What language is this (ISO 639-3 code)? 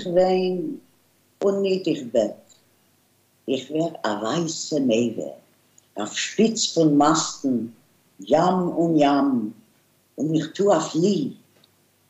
nld